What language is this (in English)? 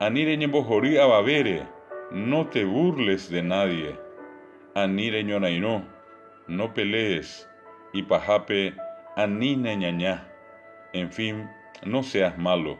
Guarani